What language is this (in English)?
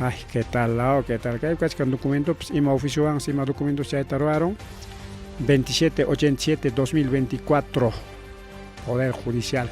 Ayacucho Quechua